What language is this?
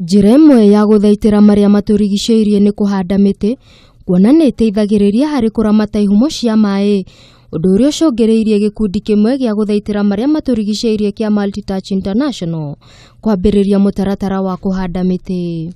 Kikuyu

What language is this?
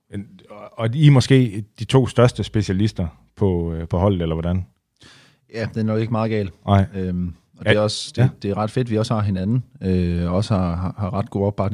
Danish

